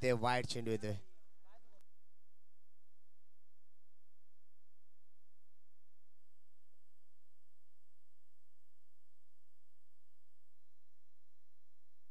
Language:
Marathi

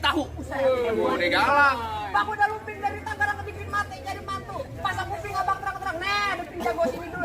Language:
Betawi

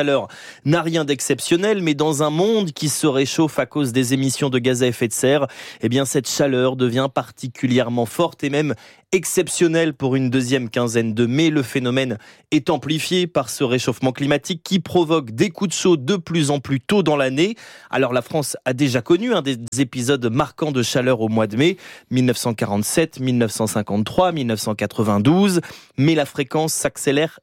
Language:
French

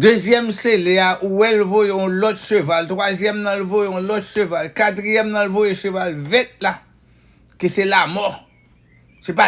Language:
Haitian Creole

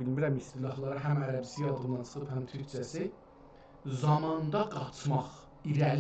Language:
South Azerbaijani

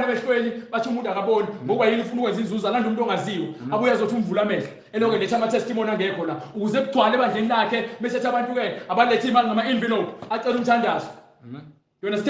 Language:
Zulu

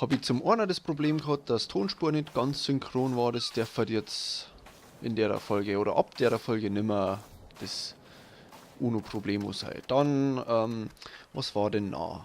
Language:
Bavarian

